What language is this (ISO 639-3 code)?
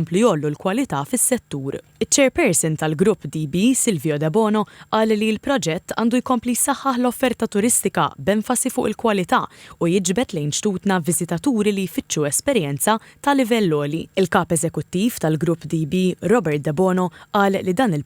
mlt